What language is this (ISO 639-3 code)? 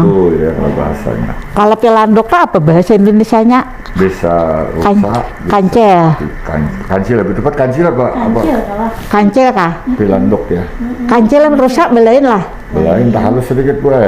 bjn